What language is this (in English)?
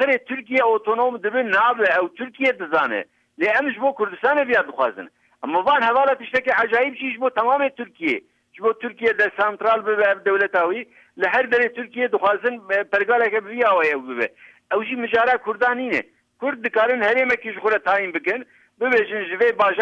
Kurdish